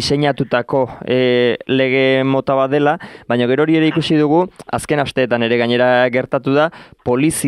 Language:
Basque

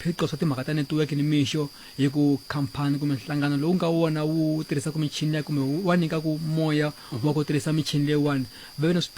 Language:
Tsonga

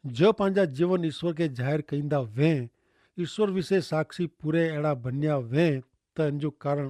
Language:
Kachhi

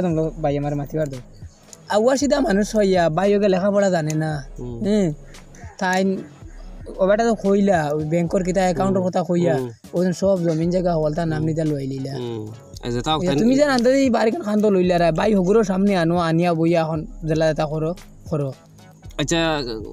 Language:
Sylheti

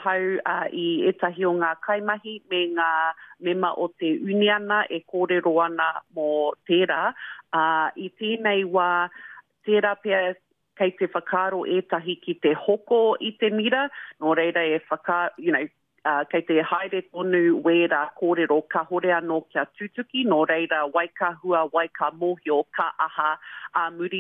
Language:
Māori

